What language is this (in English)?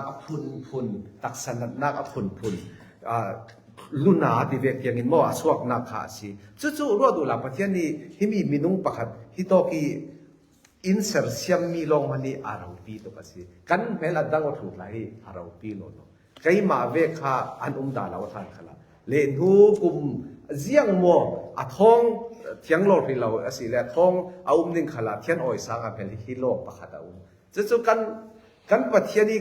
Falam Chin